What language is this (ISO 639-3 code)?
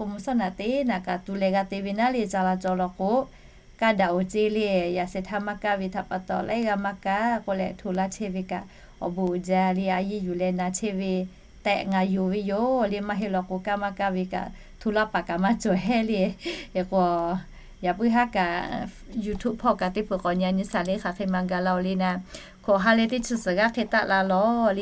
lhu